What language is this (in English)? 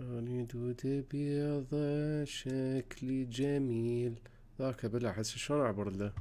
Mesopotamian Arabic